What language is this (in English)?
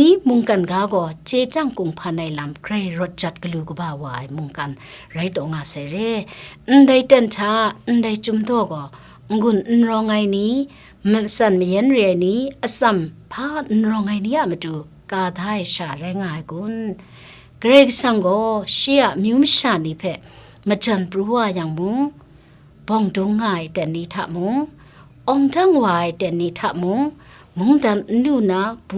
Kachin